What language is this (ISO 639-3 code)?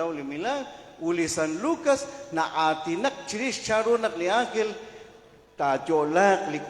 kek